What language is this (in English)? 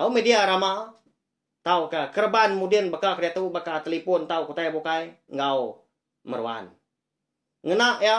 Iban